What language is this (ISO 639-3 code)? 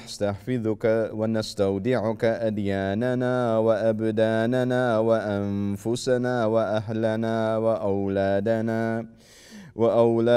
ara